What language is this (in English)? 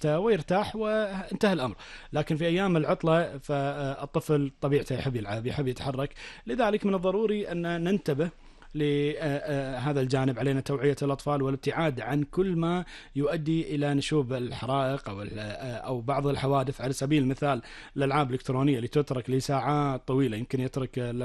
Arabic